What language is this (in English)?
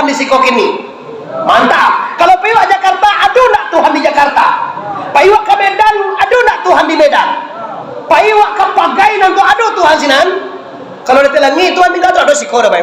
Minangkabau